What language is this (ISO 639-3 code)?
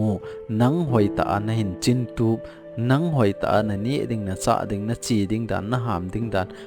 tcz